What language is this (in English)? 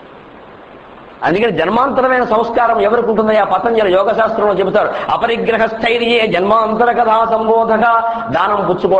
Telugu